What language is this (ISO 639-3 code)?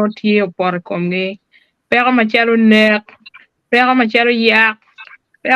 ach